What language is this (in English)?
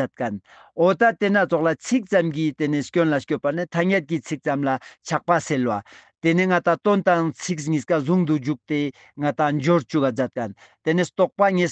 Ladakhi